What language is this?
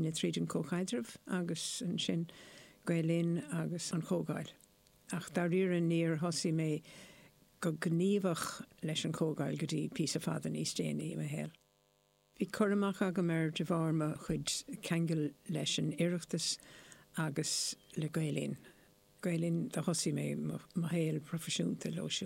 Irish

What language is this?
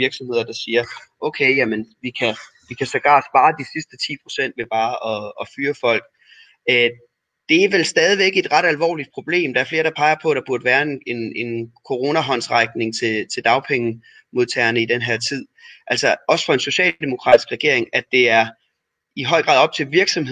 Danish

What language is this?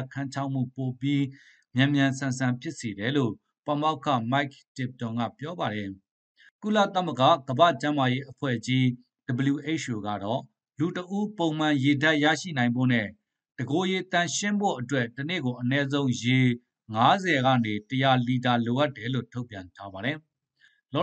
Burmese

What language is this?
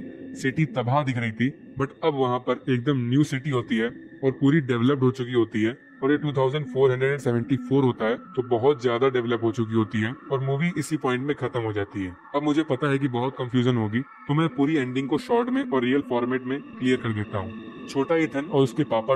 Hindi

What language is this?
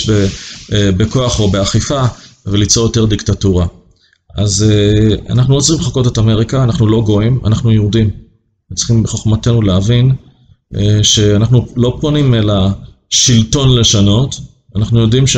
Hebrew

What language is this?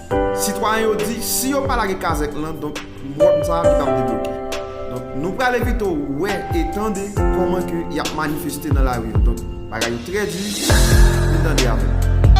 Haitian Creole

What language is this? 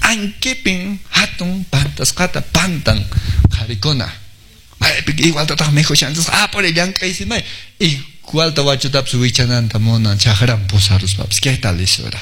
Quechua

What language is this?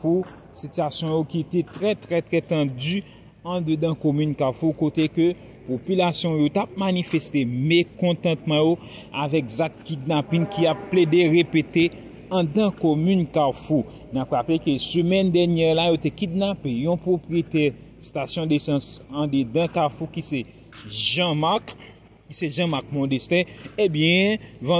Haitian Creole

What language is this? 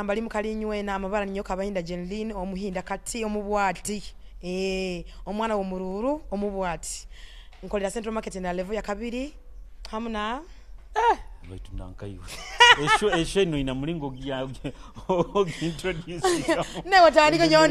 Nyoro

